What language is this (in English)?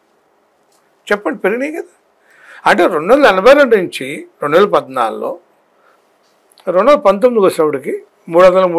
Telugu